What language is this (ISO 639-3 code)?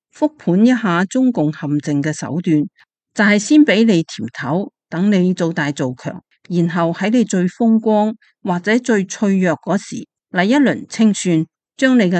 yue